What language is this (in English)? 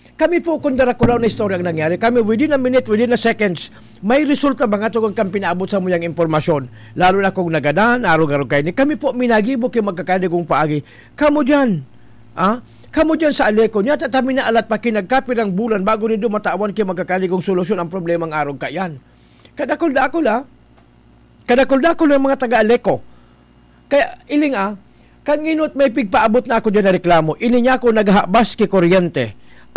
Bikol